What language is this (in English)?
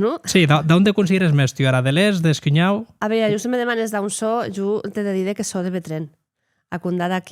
Occitan